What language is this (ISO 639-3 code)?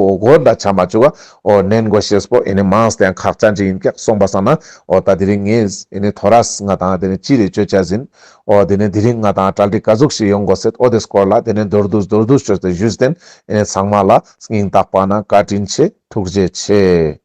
lbj